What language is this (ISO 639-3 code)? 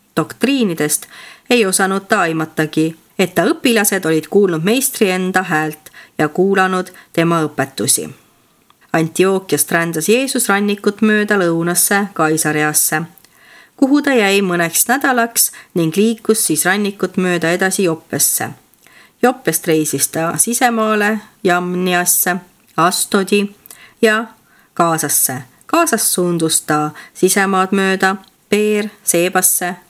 est